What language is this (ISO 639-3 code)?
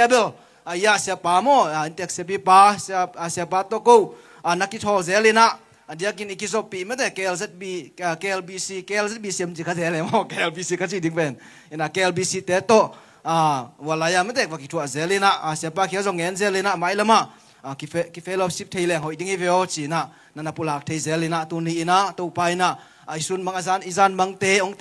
ctd